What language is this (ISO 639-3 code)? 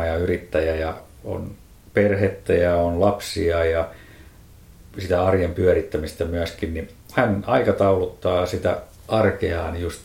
fin